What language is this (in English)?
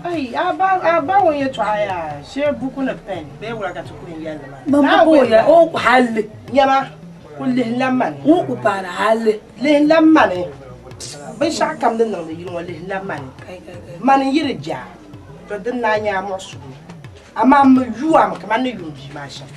Dagbani